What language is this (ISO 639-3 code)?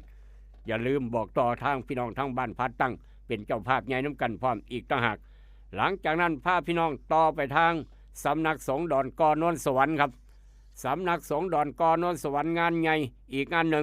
tts